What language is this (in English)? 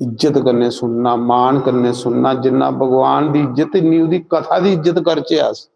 Dogri